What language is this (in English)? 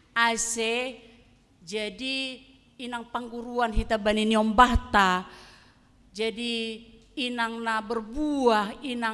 Batak Simalungun